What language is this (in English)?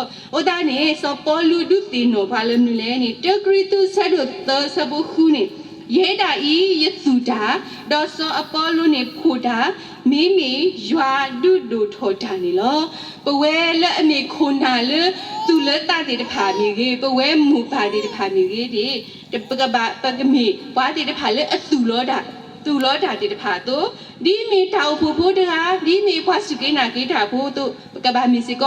S'gaw Karen